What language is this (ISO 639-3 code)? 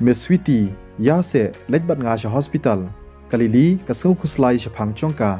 kha